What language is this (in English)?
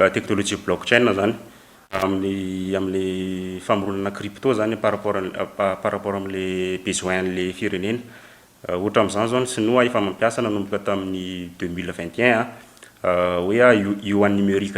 Malagasy